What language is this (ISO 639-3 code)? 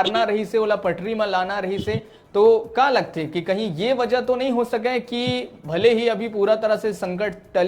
hne